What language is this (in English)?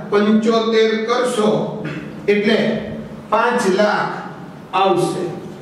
Gujarati